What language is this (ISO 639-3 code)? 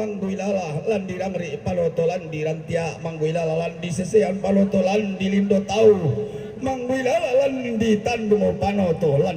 sda